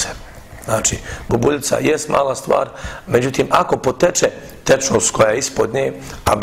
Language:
Bosnian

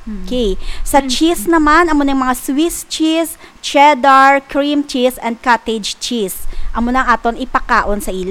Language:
Hiligaynon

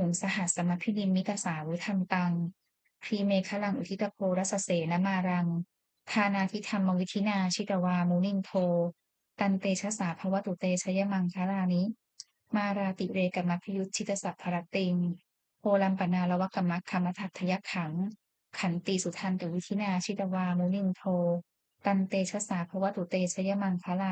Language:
Pali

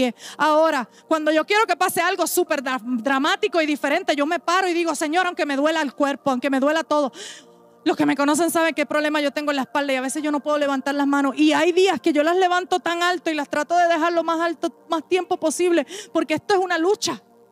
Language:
Spanish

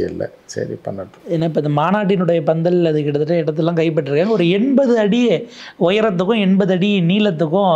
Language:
Tamil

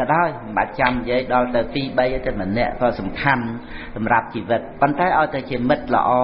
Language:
Khmer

